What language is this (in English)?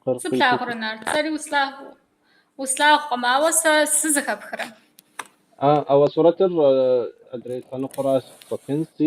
Kabardian